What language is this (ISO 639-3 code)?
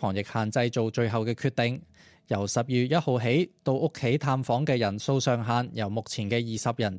yue